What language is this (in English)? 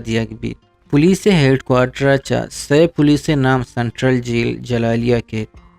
Eastern Balochi